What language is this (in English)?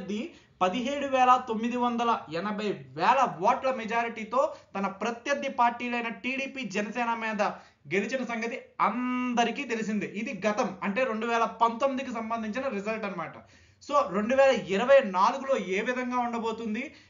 Telugu